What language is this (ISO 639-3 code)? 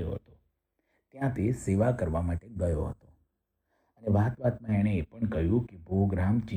guj